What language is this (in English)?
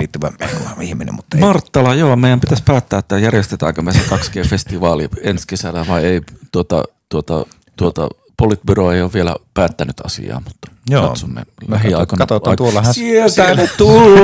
Finnish